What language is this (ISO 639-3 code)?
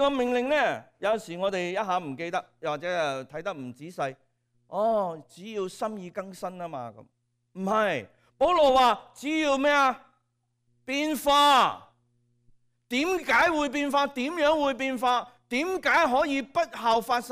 yue